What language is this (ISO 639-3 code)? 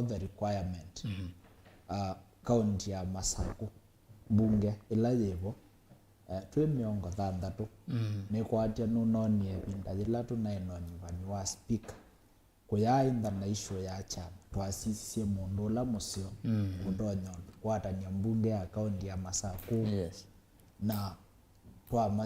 kam